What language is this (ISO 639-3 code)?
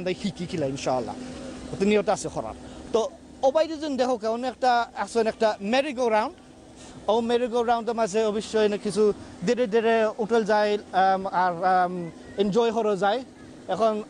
syl